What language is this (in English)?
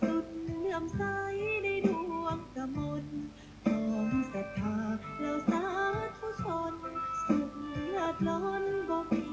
Pali